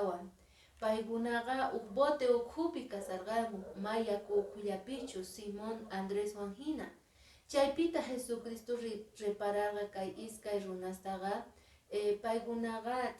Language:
Quechua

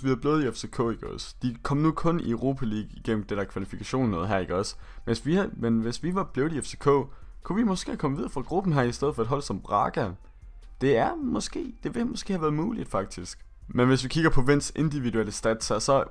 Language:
Danish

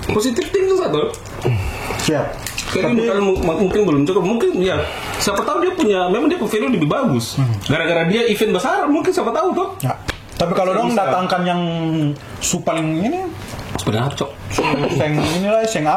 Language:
Ambonese Malay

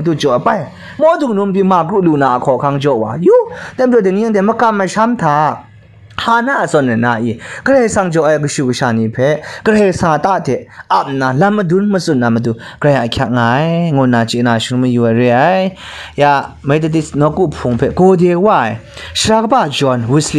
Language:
Kachin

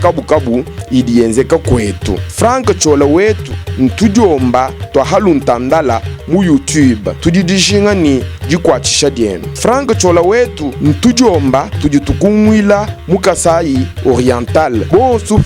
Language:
Luba-Lulua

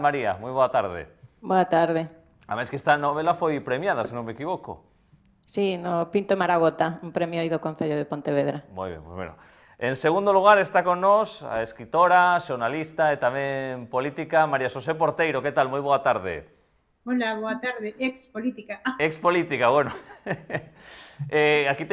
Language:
Galician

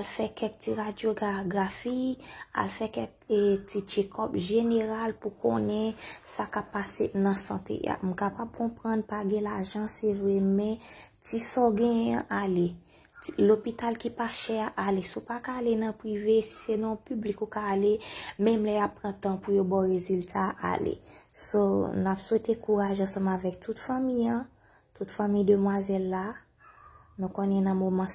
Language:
Haitian Creole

